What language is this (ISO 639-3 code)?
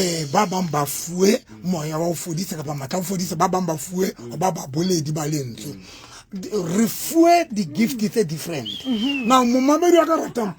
sot